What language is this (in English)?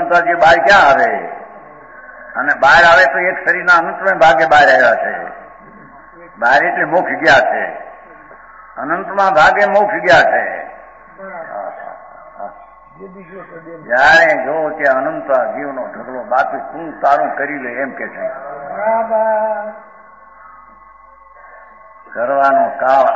Gujarati